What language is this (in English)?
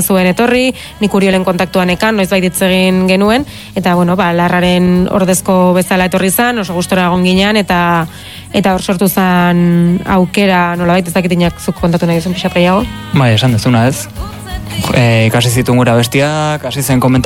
Basque